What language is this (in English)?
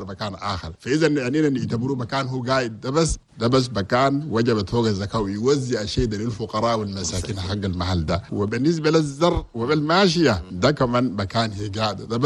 Chadian Arabic